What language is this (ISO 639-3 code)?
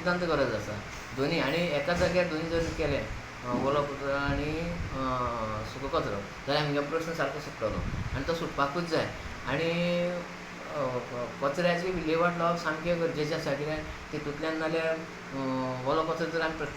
kok